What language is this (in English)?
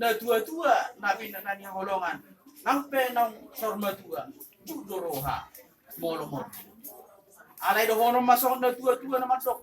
Batak Toba